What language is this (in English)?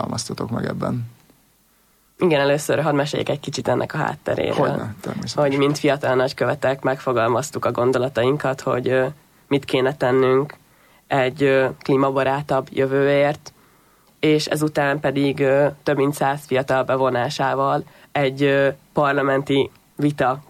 Hungarian